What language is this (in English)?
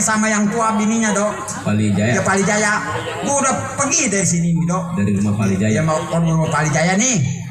Betawi